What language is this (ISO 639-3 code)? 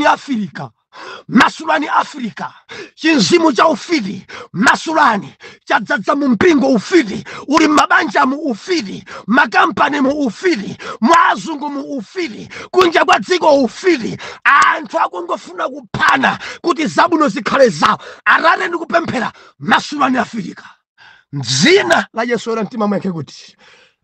nya